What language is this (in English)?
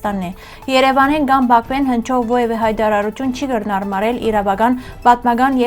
Western Armenian